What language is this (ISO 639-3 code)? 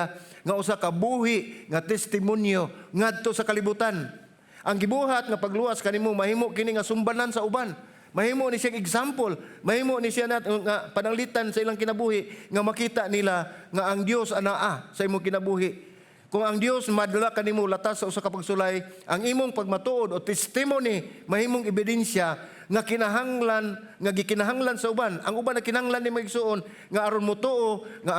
ceb